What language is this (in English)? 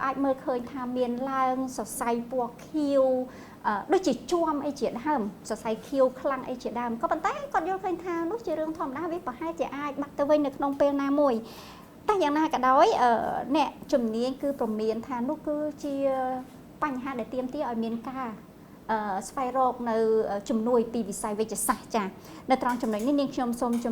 Khmer